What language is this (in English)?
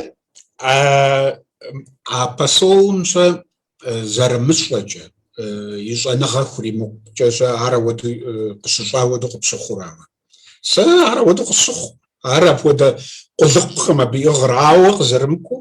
Kabardian